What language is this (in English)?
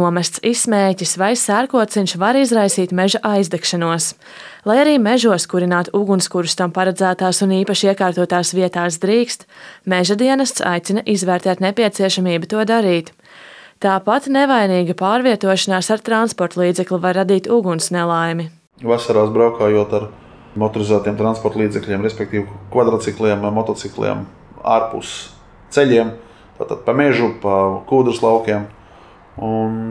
Latvian